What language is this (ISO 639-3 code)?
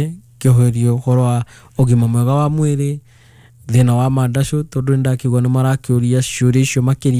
kik